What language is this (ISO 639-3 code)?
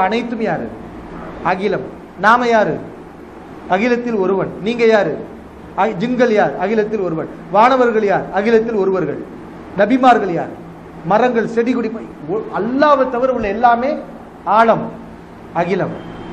tam